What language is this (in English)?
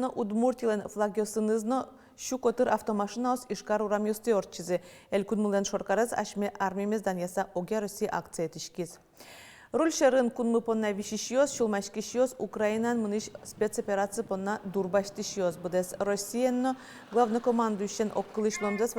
Udmurt